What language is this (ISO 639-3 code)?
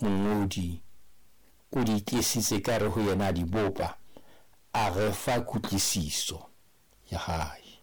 sot